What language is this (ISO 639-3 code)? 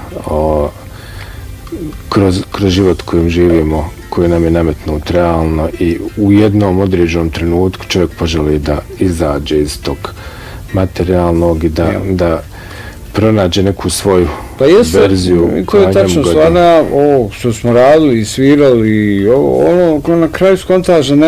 bos